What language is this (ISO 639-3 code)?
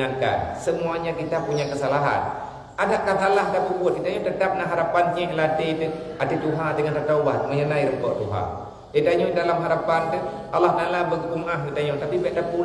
ace